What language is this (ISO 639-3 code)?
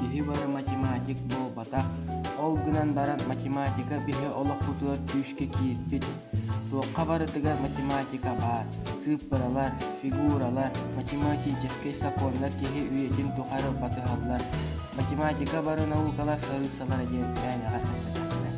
sah